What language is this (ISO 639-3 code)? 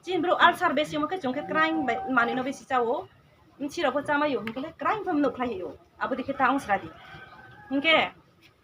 ria